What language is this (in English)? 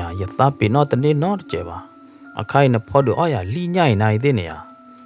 S'gaw Karen